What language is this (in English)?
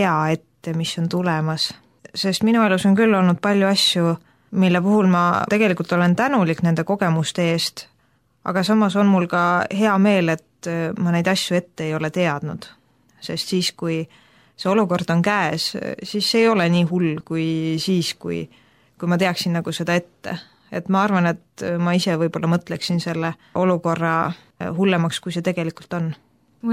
Estonian